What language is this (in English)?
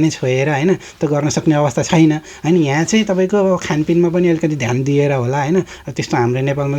Nepali